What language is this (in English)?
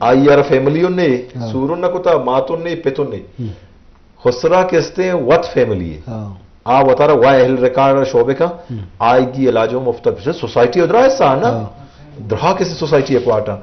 Eastern Balochi